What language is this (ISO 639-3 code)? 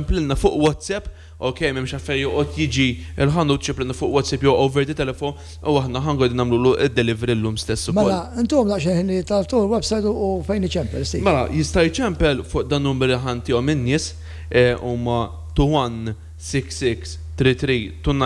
mlt